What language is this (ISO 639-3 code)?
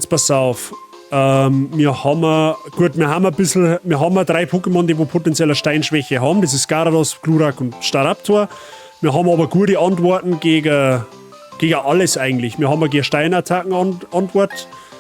bar